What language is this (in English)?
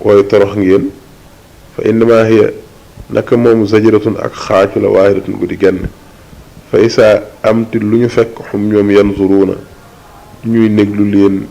Wolof